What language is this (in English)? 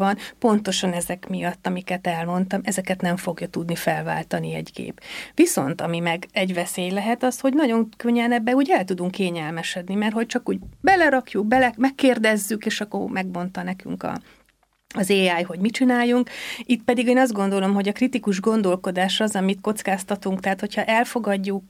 Hungarian